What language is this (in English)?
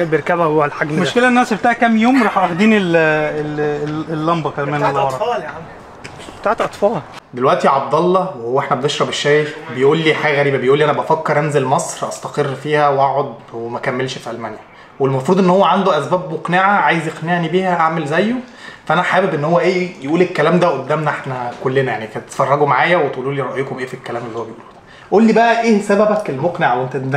Egyptian Arabic